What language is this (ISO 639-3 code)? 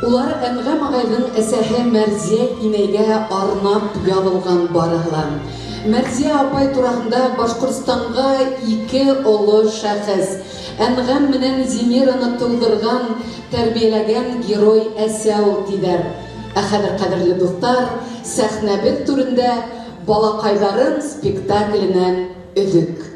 bak